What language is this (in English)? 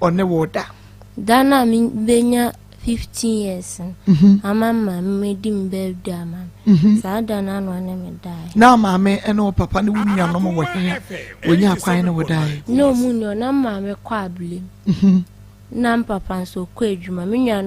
Akan